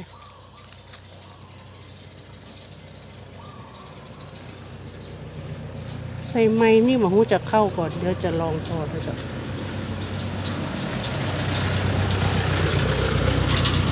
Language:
Thai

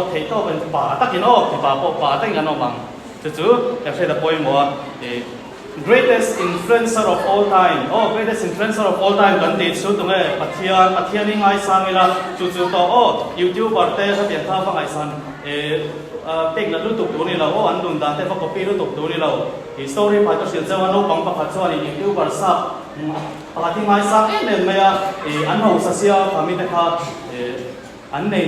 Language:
Mizo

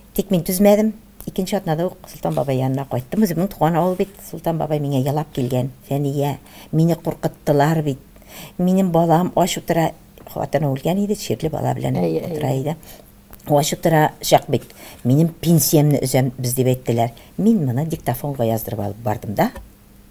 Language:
Tatar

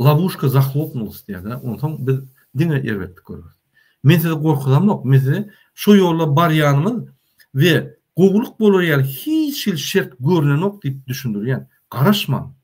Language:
Turkmen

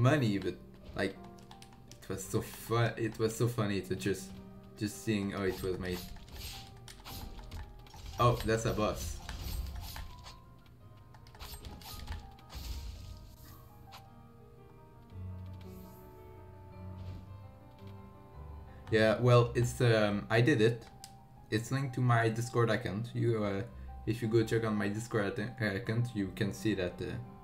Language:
English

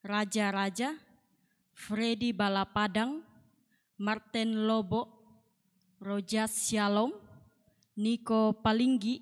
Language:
Toraja-Sa'dan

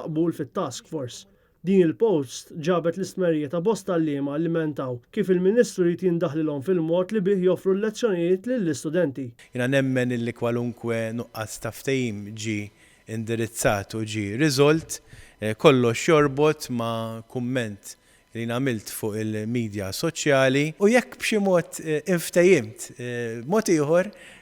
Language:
Maltese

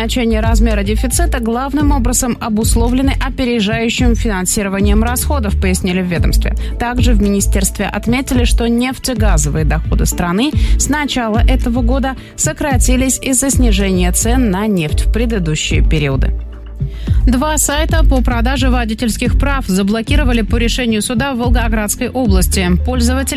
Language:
Russian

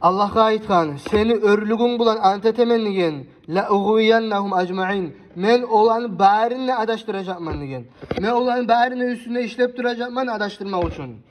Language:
Kumyk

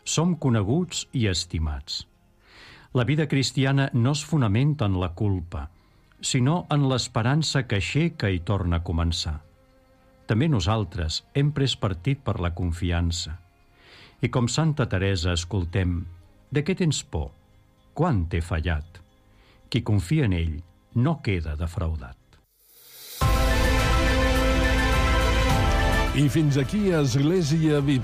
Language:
Catalan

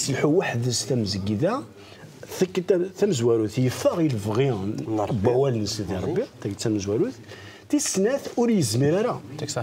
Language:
Kabyle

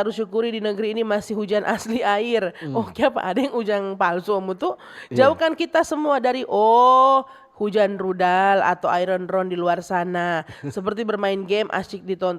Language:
Manado Malay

